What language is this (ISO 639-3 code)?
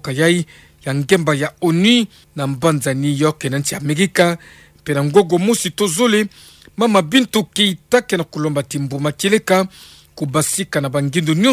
ktu